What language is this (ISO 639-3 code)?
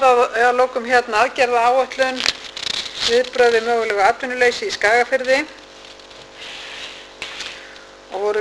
isl